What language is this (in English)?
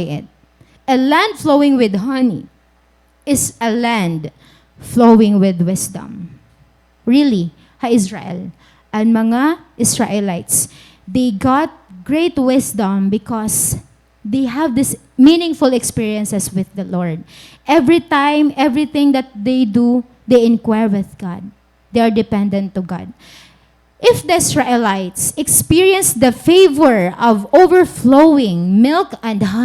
Waray